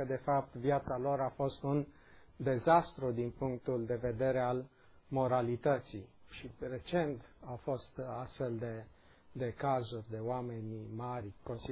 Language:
Romanian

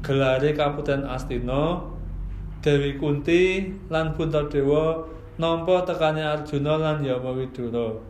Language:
Javanese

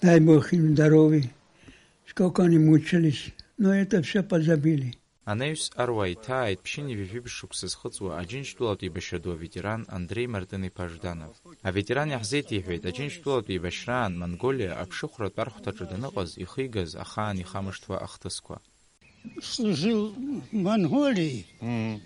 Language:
Abkhazian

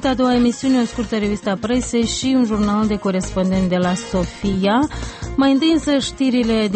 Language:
Romanian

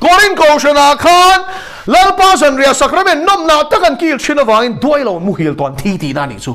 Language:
Mizo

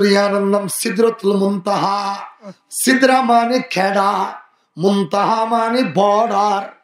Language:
Rohingya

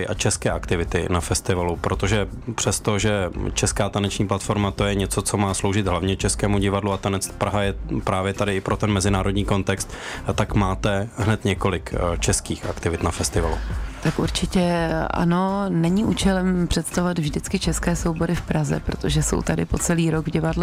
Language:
Czech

